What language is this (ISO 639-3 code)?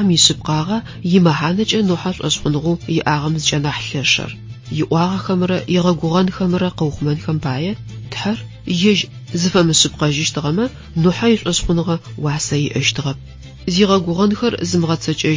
ady